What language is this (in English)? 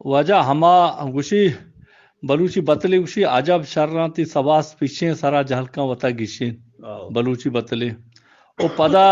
Eastern Balochi